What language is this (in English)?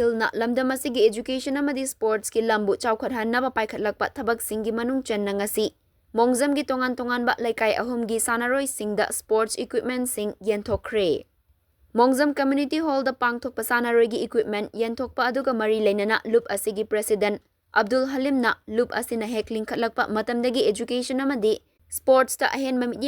Manipuri